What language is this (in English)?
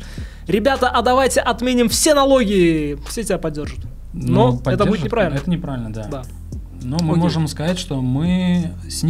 Russian